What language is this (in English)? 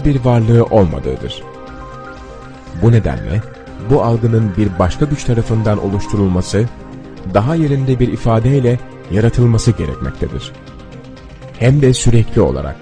Turkish